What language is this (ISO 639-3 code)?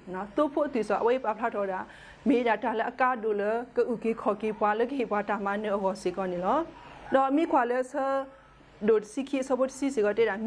ksw